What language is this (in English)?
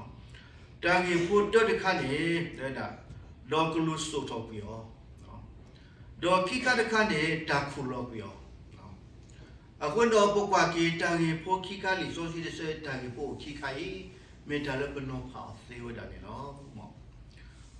S'gaw Karen